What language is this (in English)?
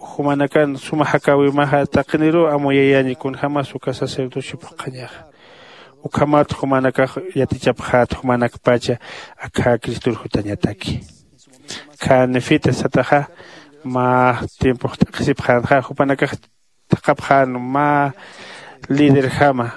Aymara